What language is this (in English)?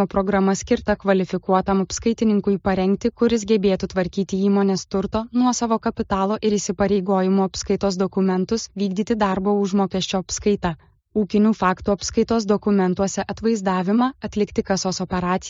Lithuanian